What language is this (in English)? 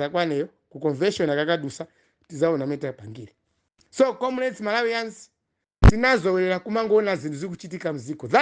Nyanja